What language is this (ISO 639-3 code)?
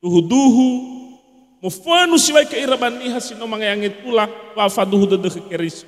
nia